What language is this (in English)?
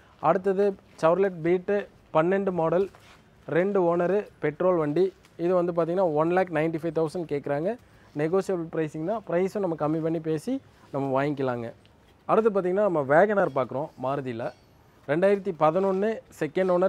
Tamil